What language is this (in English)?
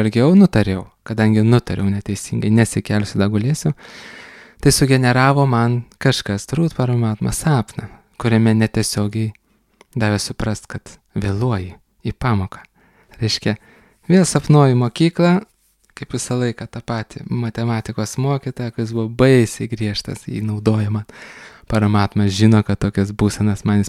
Lithuanian